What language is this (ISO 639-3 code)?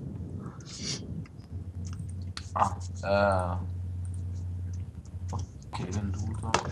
ita